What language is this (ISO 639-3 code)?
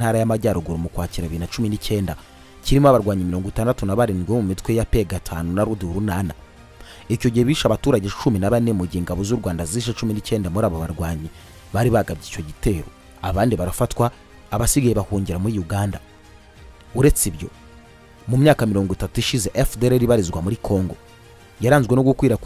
kin